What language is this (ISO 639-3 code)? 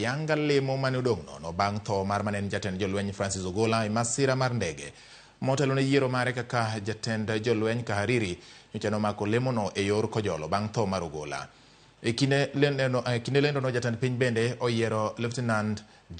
luo